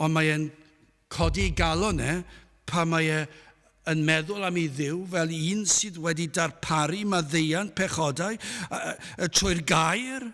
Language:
Welsh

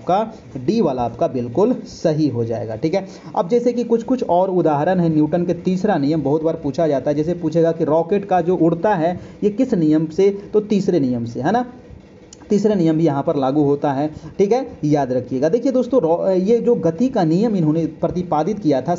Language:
Hindi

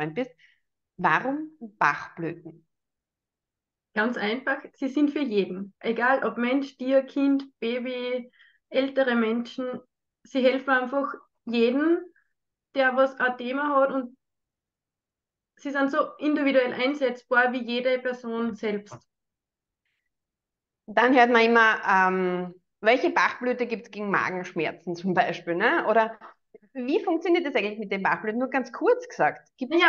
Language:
German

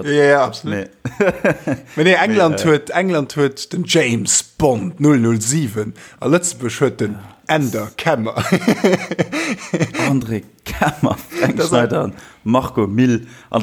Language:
Luxembourgish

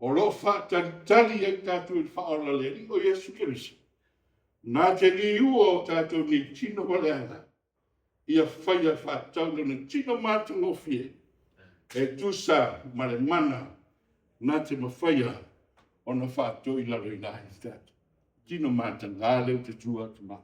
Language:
Samoan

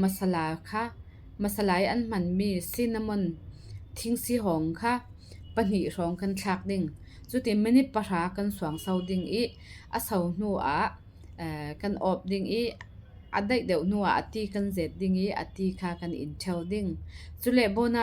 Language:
Falam Chin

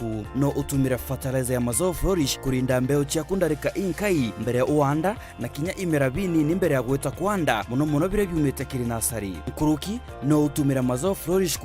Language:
Meru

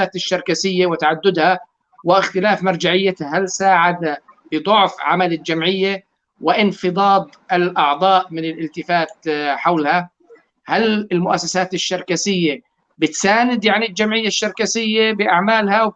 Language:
North Levantine Arabic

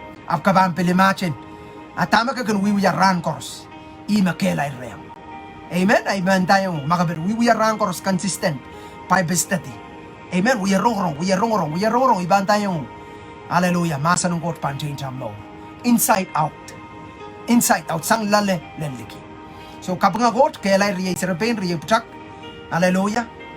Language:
Pohnpeian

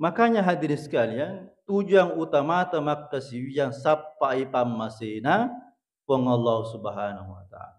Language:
Buginese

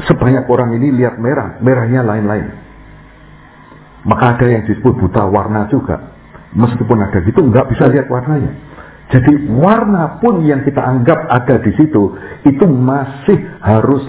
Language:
Indonesian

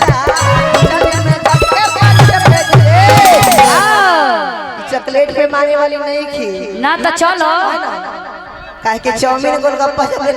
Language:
Magahi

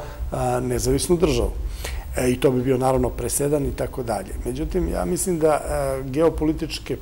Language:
Serbian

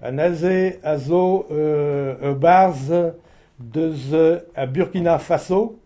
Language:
Breton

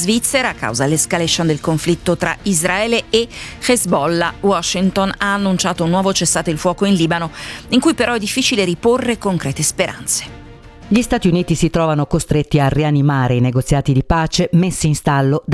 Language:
Italian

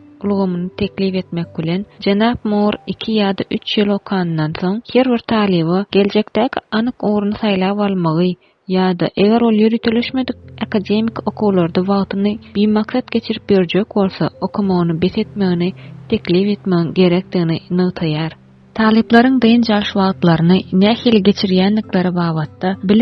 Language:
Turkmen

